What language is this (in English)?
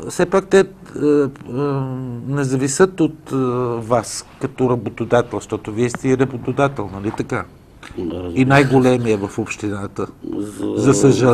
Bulgarian